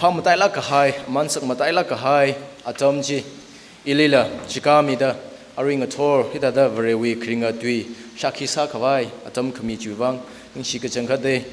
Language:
Tangkhul Naga (India)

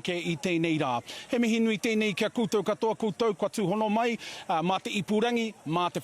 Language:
Māori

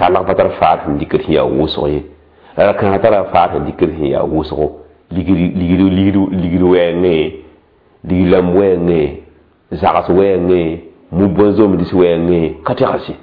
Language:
Mossi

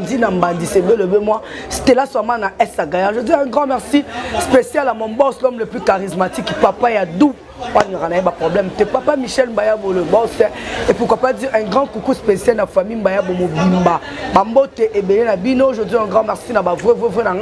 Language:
Lingala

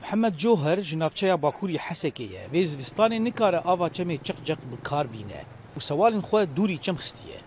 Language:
Kurdish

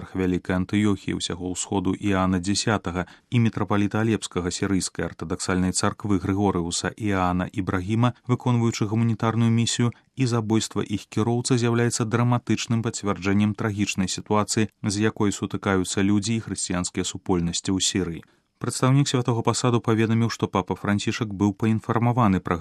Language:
Belarusian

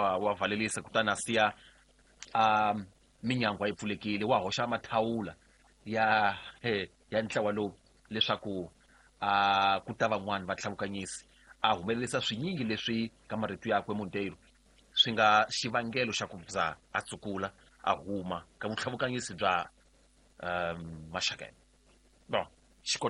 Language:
Tsonga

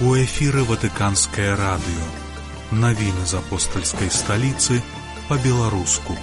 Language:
Belarusian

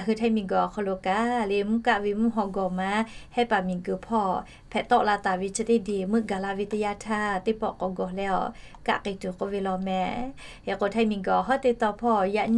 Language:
Lahu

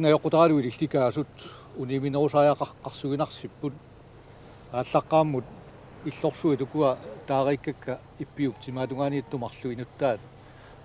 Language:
Kalaallisut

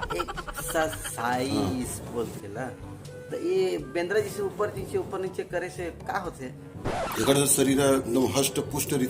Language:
Chhattisgarhi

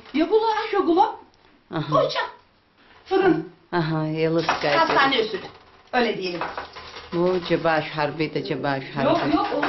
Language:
Abkhazian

